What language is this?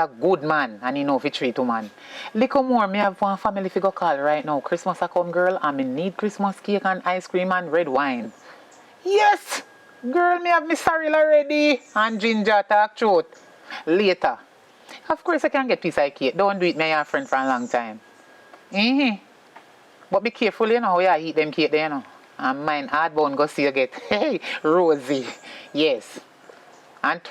Jamaican Creole English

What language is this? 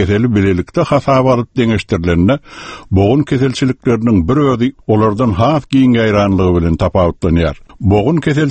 Turkmen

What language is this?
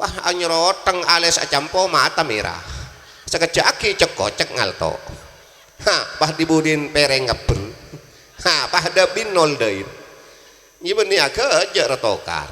Madurese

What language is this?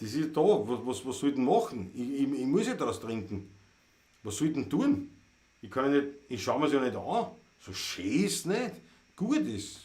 Bavarian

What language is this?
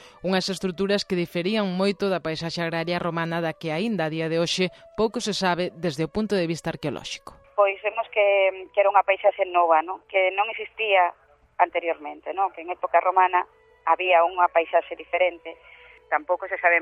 Galician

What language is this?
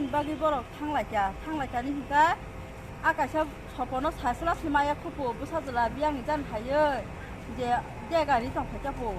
Kok Borok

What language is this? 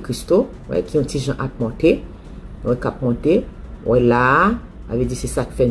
Haitian Creole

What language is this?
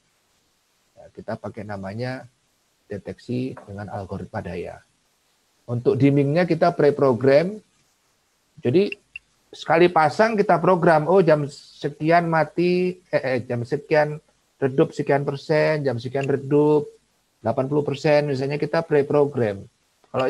Indonesian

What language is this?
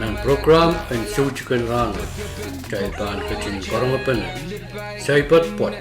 Pohnpeian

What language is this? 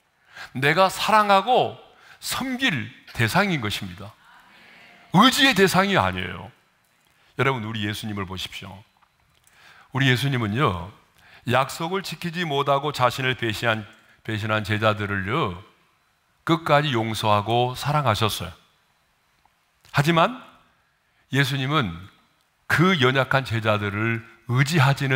Korean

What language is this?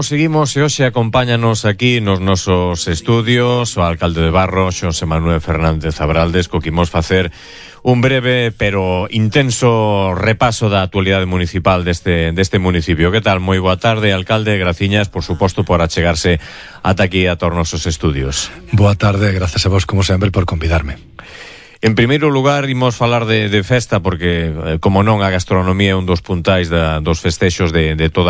Galician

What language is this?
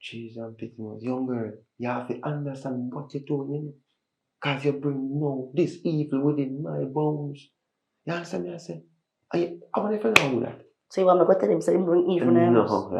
Jamaican Creole English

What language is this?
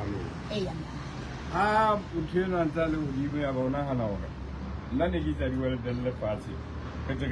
Southern Sotho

